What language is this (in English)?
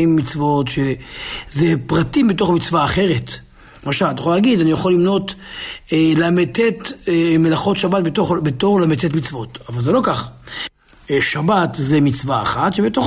Hebrew